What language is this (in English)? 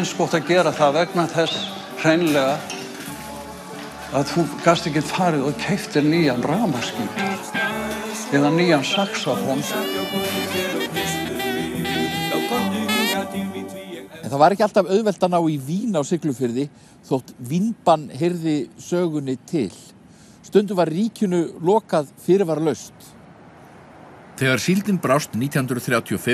Icelandic